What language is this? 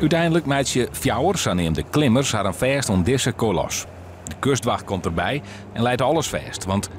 Western Frisian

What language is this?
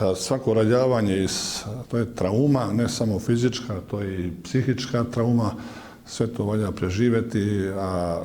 Bosnian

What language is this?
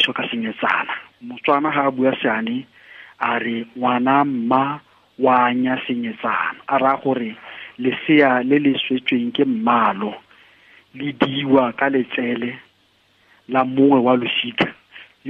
Tswana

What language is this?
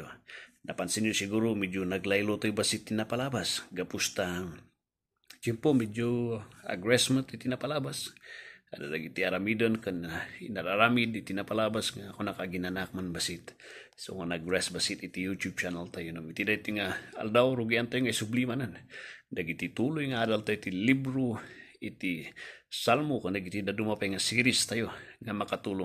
Iloko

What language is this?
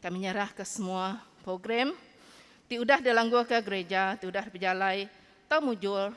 Iban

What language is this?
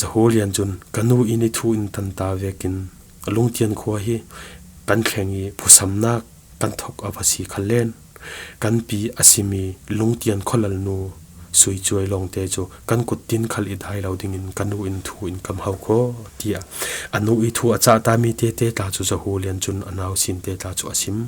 Falam Chin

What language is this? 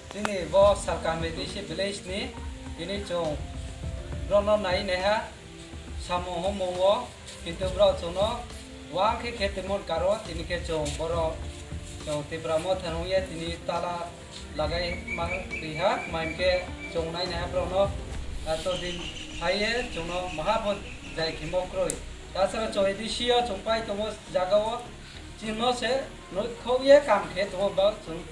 Riang (India)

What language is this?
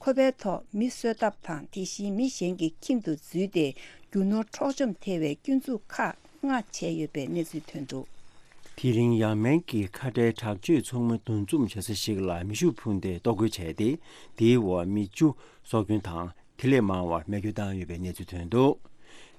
Tibetan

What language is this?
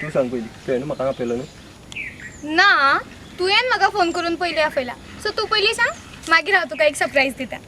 Konkani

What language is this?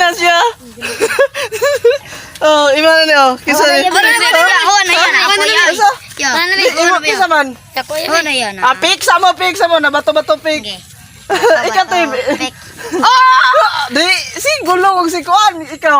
Cebuano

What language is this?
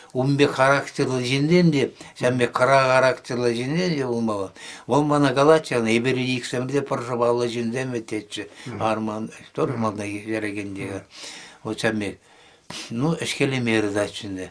Chuvash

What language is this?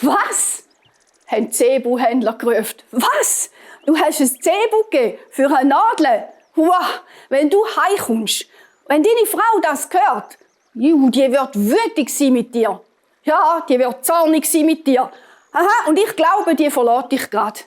Swiss German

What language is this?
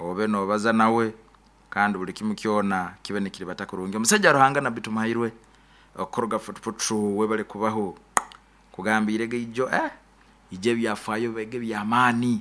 Nyoro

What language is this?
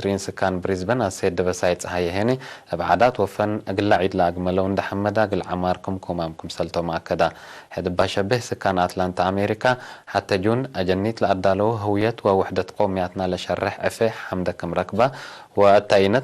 Tigre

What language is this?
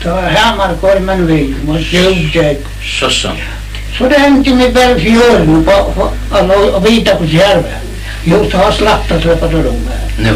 Faroese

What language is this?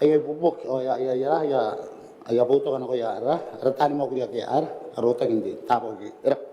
Gilbertese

